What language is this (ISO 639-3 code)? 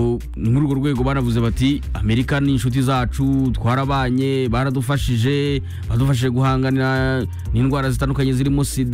kin